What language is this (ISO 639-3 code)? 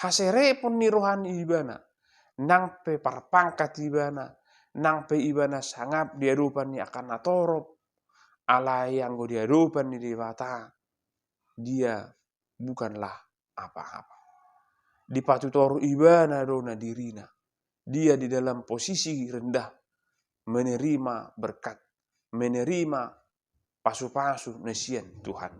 bbc